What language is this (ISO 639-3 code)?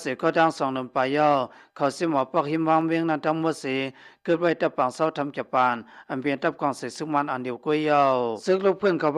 shn